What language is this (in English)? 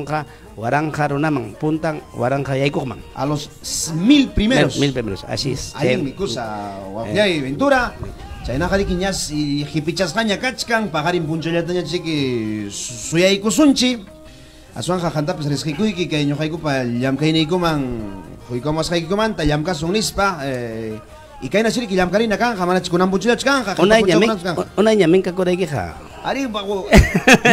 Ayacucho Quechua